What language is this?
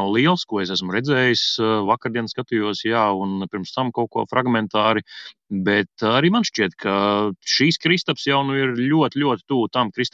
Latvian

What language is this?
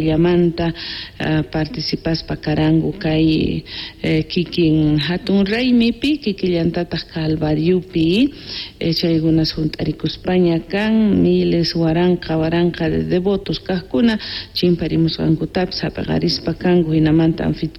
South Bolivian Quechua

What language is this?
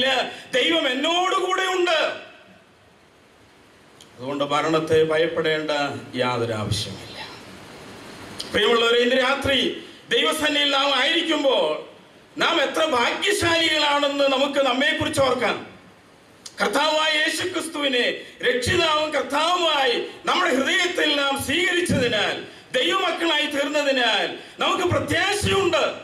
Malayalam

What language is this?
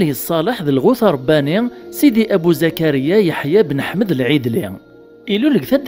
Kabyle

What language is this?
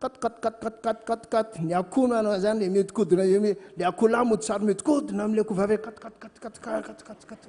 Malagasy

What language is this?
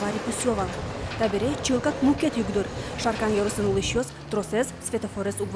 Udmurt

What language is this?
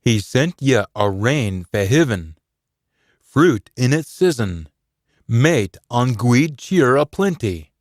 Scots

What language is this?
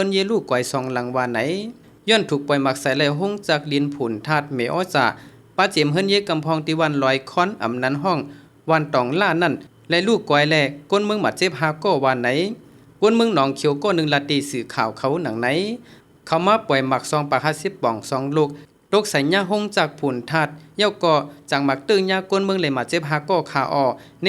Shan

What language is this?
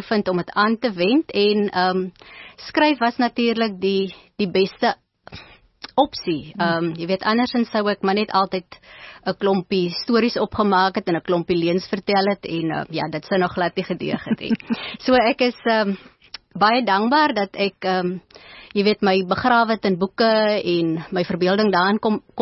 Afrikaans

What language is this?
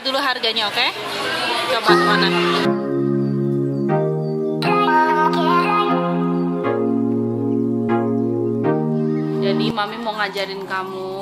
Indonesian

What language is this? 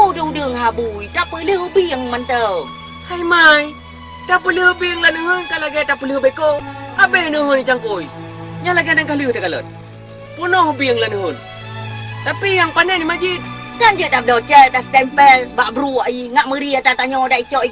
Achinese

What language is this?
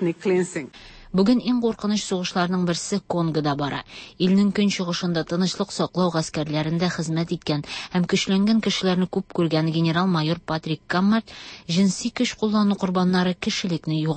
Tatar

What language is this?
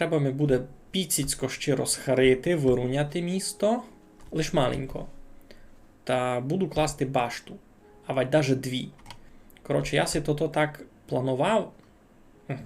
Rusyn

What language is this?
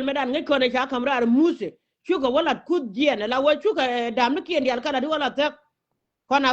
Nuer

